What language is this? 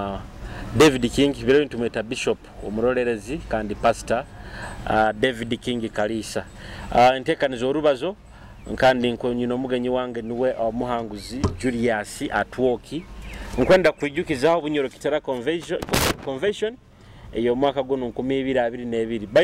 Nyoro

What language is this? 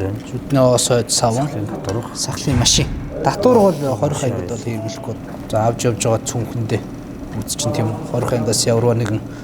Mongolian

